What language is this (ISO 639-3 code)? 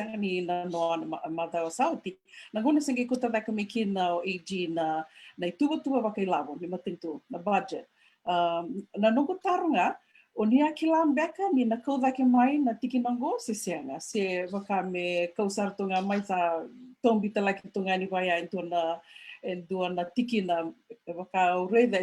fij